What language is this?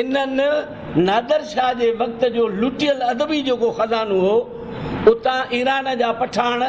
Sindhi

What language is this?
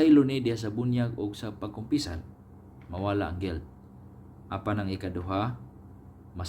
Cebuano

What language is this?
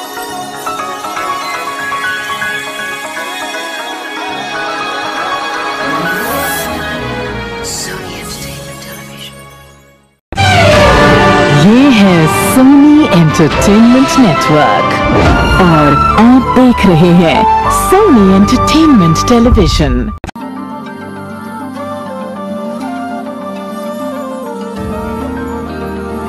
Hindi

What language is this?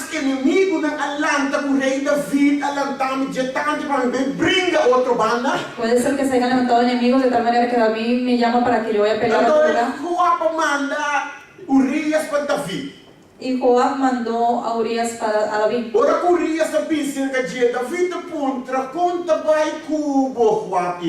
Papiamento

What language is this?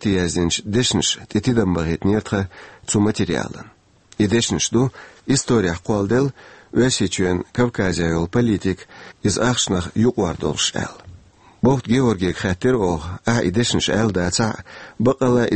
Chechen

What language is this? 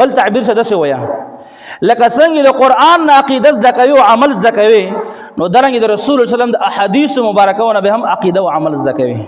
Pashto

